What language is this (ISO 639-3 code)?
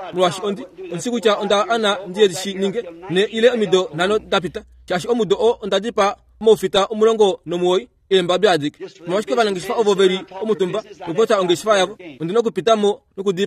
kua